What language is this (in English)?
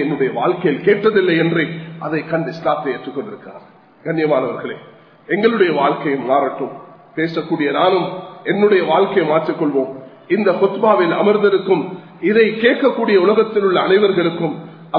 Tamil